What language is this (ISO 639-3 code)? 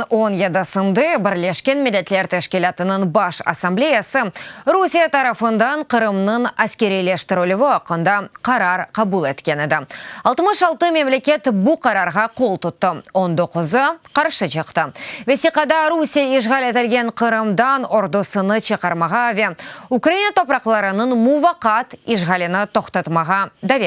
crh